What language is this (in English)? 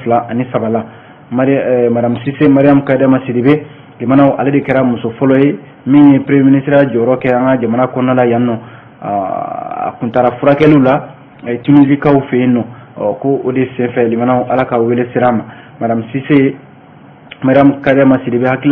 Bambara